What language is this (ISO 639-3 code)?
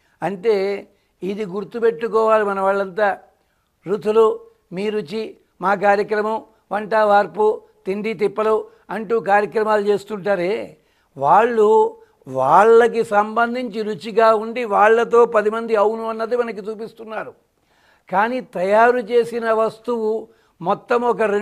tel